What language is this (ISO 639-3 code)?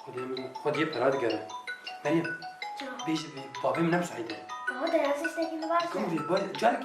kur